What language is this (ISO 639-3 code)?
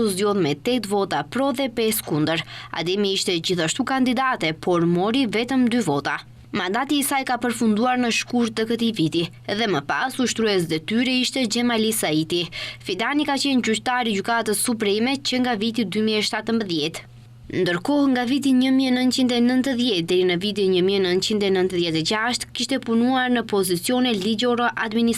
sqi